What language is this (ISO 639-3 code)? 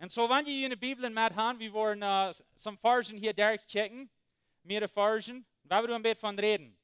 pdt